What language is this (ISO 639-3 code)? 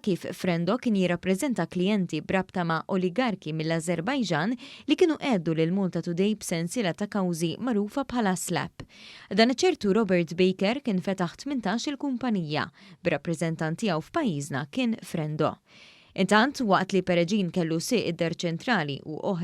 mlt